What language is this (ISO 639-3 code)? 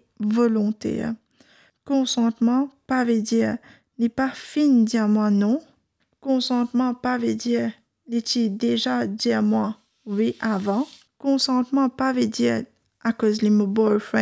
mfe